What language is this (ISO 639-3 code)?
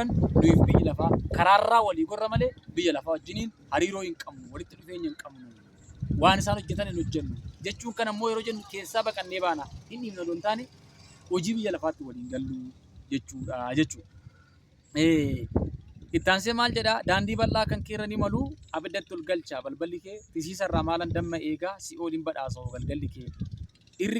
orm